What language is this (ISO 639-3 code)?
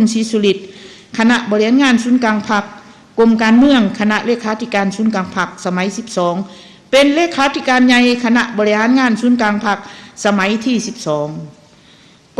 lao